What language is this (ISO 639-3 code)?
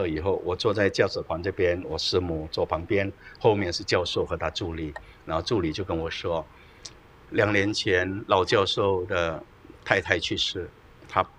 zho